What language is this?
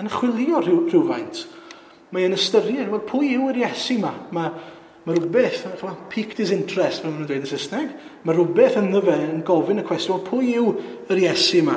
Welsh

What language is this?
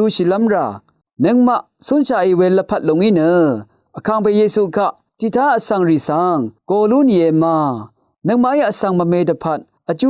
Rawang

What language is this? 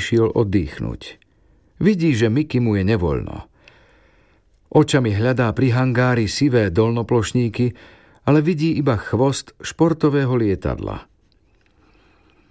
Slovak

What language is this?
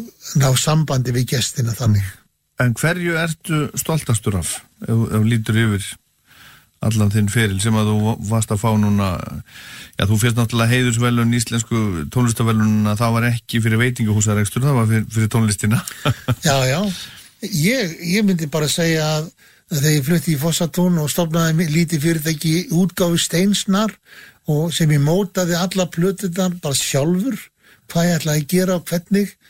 Icelandic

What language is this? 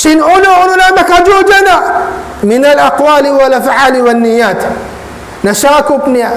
Tausug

